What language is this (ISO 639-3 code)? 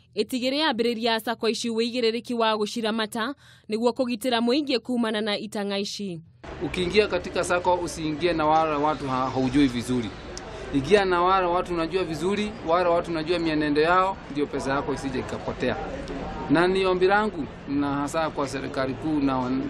kik